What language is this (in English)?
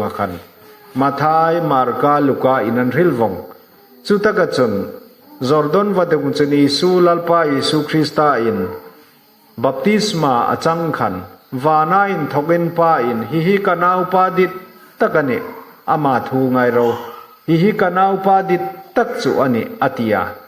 Hmar